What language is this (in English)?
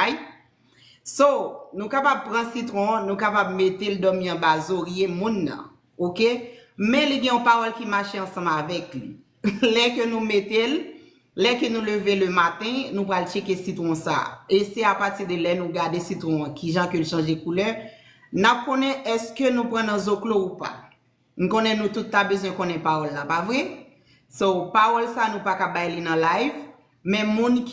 Haitian Creole